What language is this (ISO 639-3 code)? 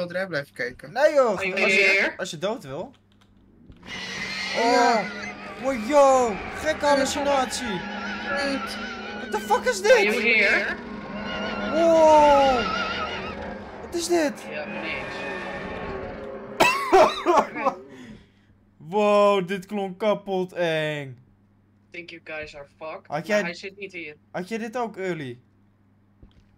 nld